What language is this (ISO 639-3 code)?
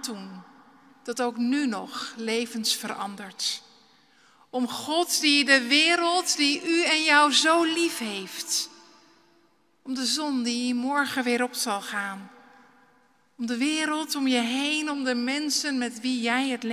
nld